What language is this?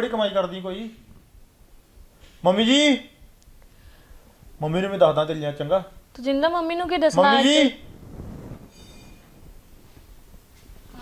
Punjabi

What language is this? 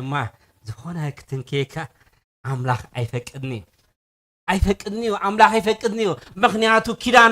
Tigrinya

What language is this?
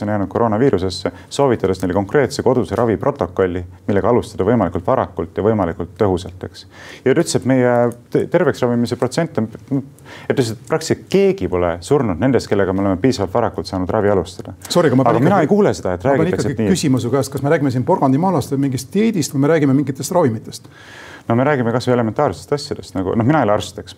Estonian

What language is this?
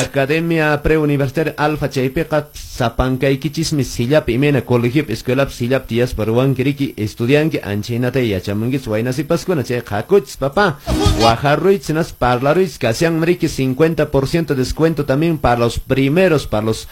Quechua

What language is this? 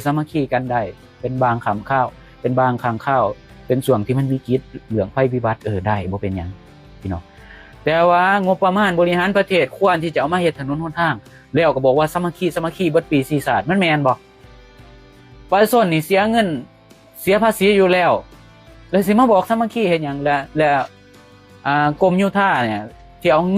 Lao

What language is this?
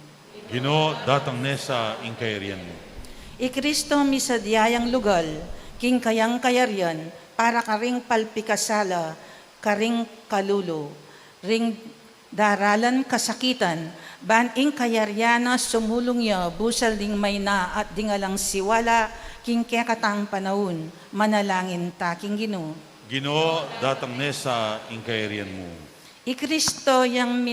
Pampanga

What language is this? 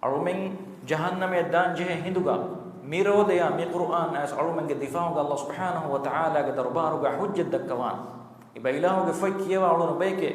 Divehi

